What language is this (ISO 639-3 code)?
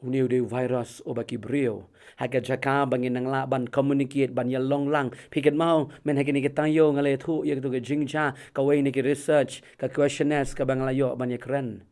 kha